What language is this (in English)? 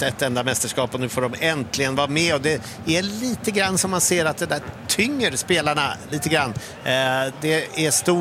Swedish